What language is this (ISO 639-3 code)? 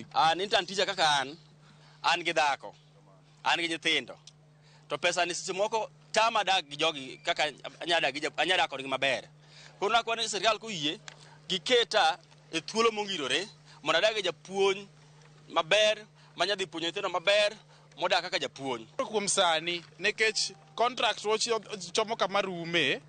luo